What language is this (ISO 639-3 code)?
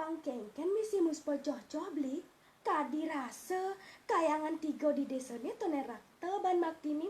ban